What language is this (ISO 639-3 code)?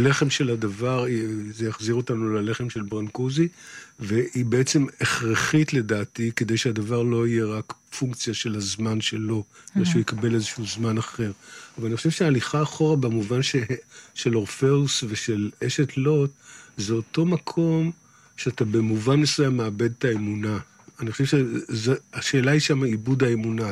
heb